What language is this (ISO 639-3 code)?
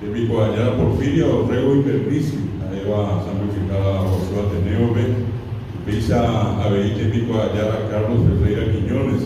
grn